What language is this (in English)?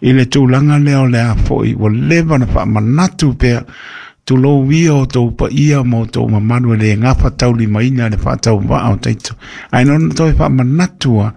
Samoan